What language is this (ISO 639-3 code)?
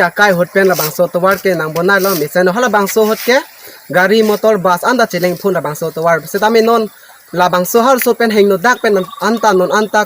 mjw